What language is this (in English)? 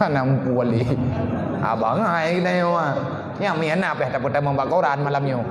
Achinese